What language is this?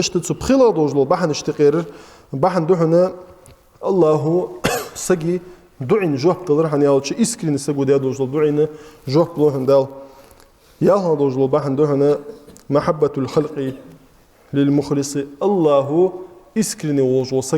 Ingush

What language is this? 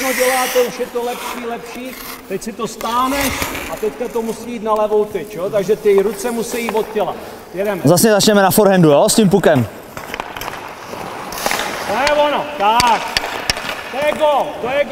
Czech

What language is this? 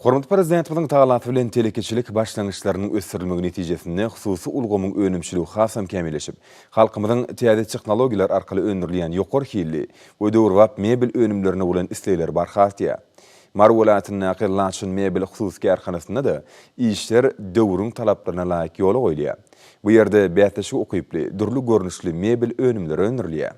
Turkmen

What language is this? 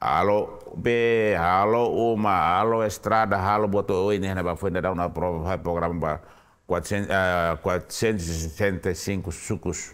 Tetum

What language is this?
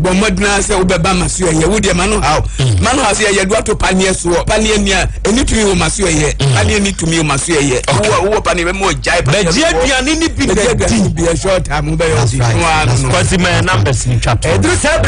Akan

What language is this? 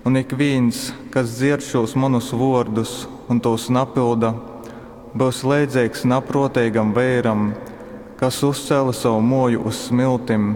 Latgalian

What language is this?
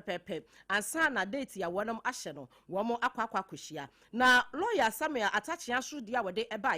Akan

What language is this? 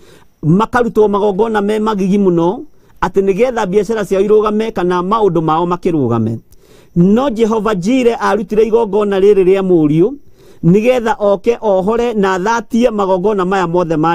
Kikuyu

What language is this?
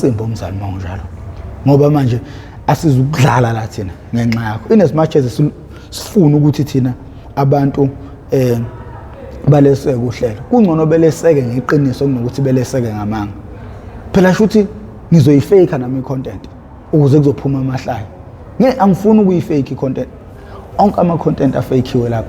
Zulu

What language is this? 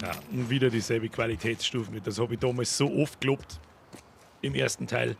Bavarian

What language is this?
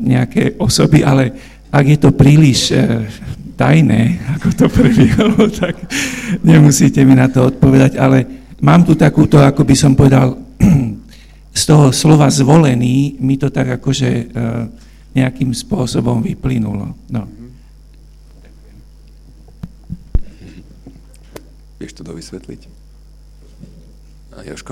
Slovak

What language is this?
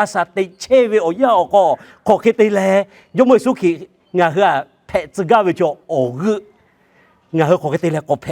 Lahu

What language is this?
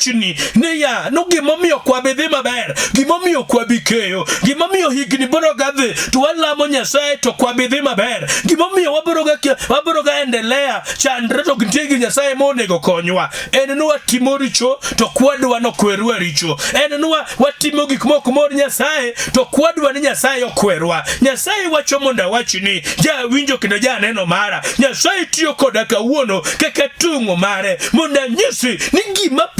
Luo (Kenya and Tanzania)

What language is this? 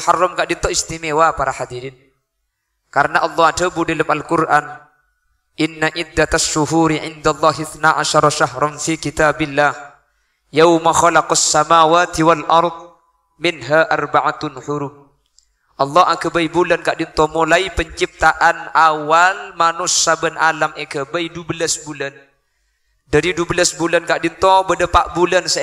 Madurese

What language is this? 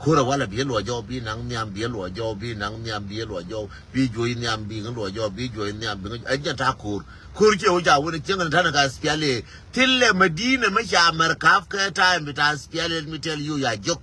Nuer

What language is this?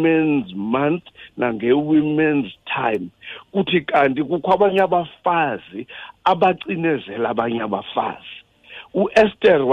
Xhosa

